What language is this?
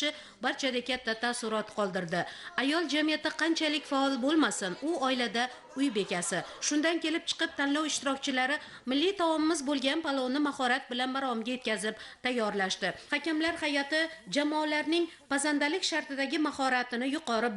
Uzbek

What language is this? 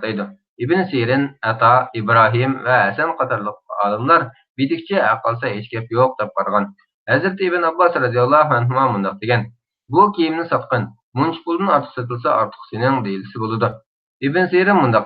Uyghur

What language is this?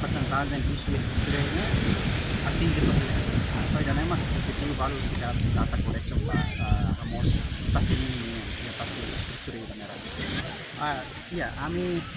Tetum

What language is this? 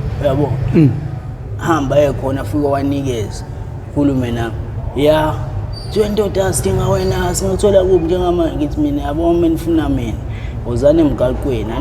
Zulu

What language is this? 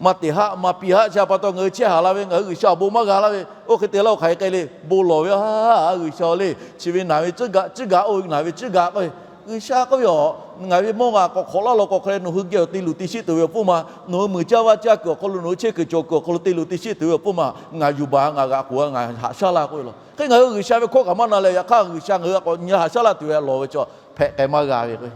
Lahu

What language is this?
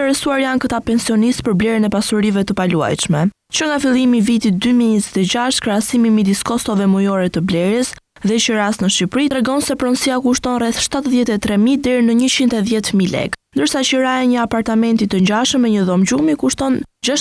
Albanian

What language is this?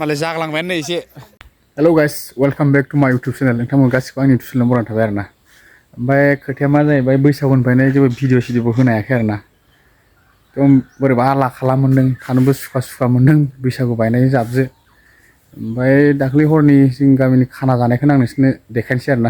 Bodo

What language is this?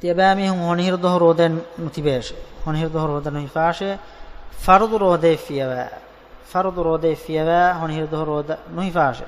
Divehi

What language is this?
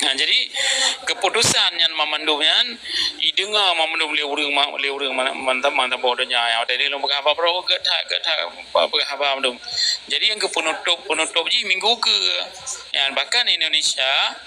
Achinese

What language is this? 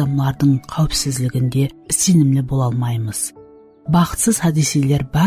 Kara-Kalpak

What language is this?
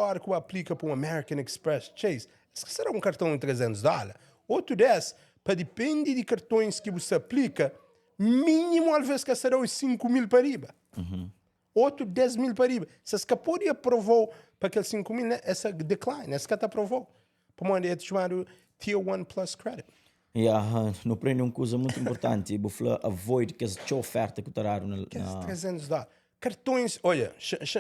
Kabuverdianu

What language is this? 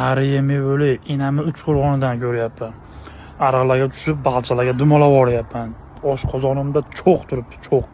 Uzbek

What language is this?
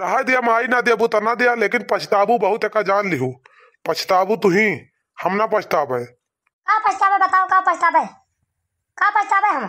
Awadhi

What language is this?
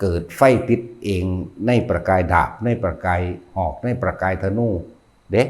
Northeastern Thai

